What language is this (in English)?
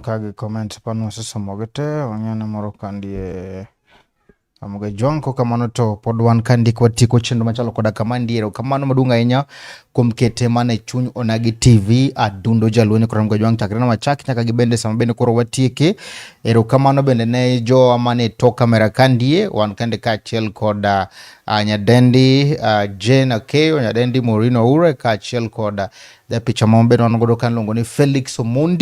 Luo (Kenya and Tanzania)